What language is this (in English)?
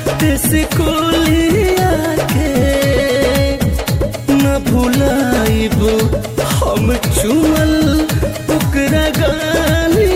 Bhojpuri